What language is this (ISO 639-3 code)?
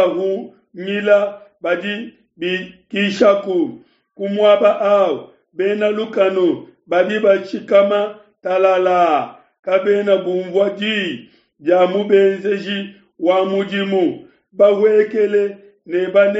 lua